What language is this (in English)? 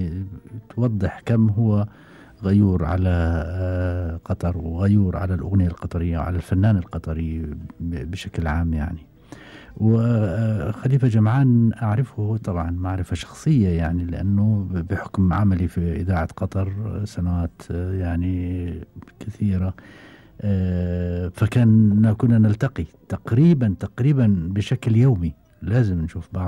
Gulf Arabic